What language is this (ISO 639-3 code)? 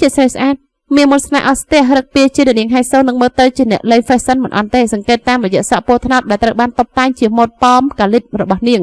khm